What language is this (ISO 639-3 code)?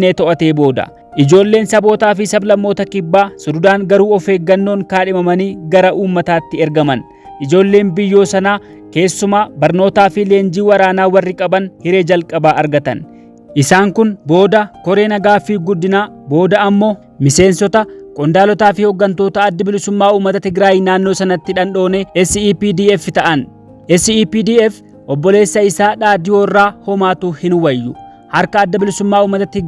orm